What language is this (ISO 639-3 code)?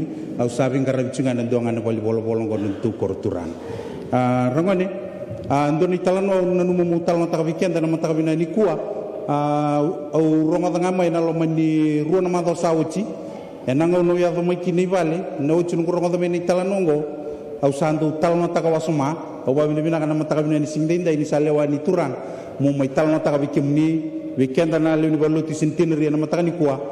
fij